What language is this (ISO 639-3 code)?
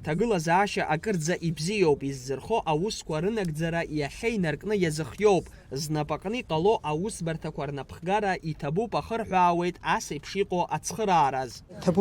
abk